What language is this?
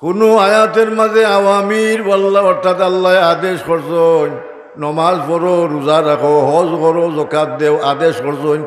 Sylheti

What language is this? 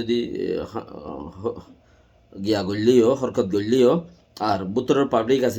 Rohingya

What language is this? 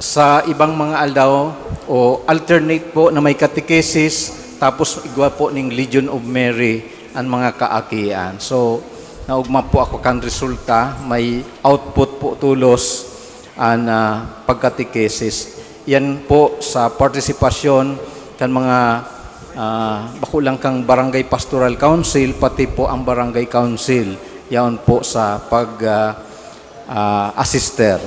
Bikol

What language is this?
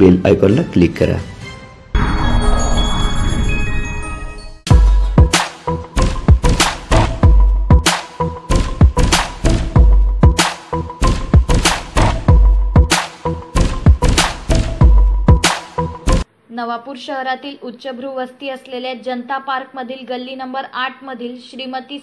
Marathi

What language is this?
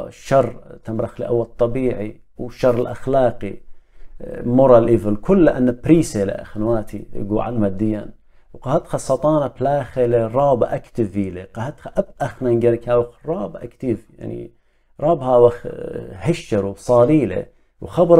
Assyrian Neo-Aramaic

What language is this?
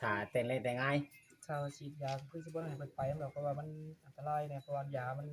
Northeastern Thai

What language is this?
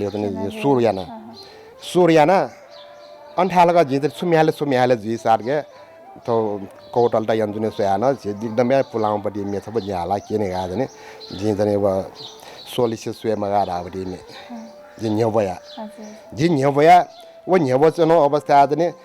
Newari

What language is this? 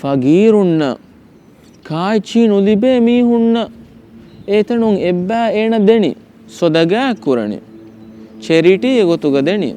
Divehi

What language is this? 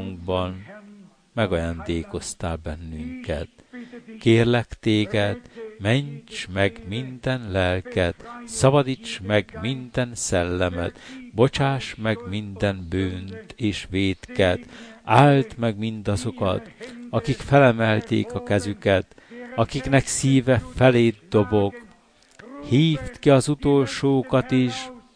Hungarian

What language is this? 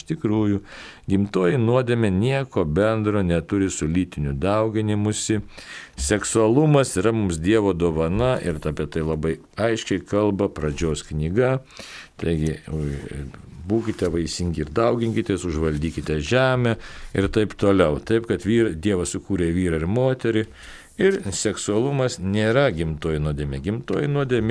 Lithuanian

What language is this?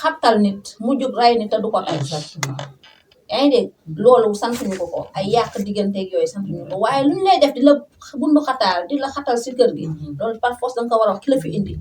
Wolof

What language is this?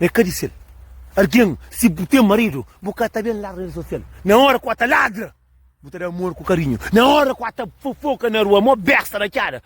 Kabuverdianu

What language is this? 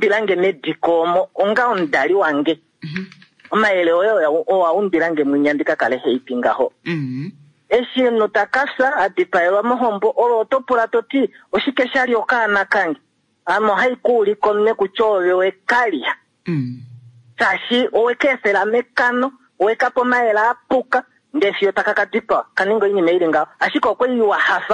Kuanyama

